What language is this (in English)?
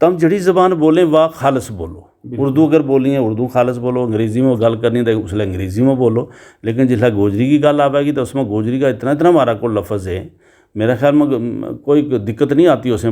Gujari